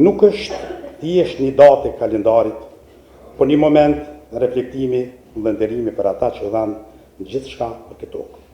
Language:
Albanian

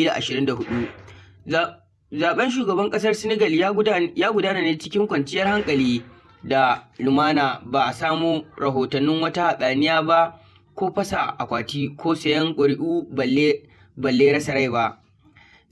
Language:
Hausa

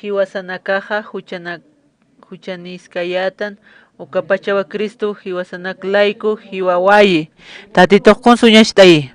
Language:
Aymara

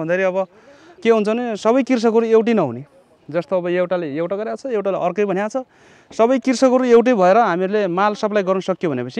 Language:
Nepali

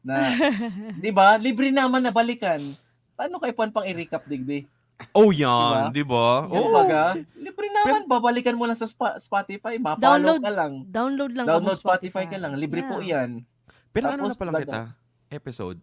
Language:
Bikol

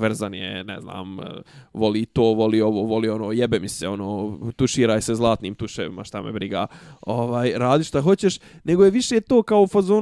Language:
Bosnian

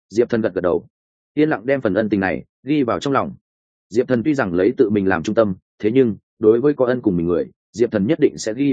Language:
Vietnamese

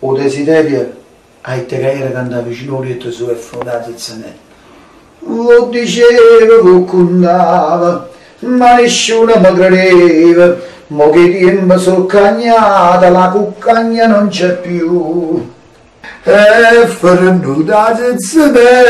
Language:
Neapolitan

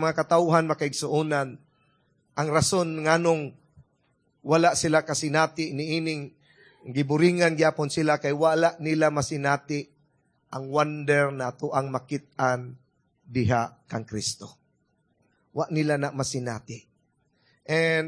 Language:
Cebuano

